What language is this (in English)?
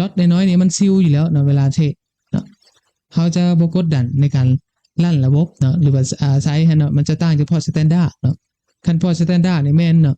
Lao